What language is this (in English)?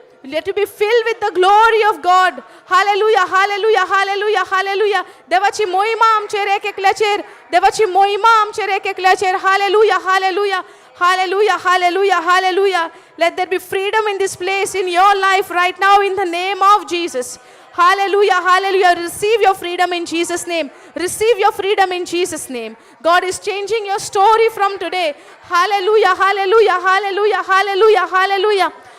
Konkani